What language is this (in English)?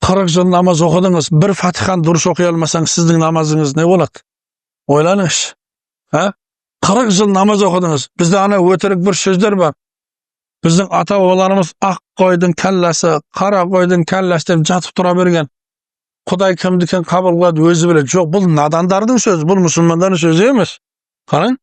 Kazakh